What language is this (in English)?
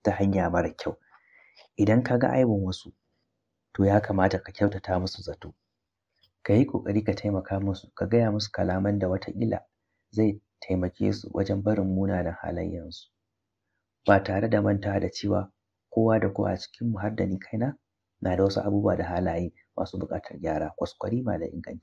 Hausa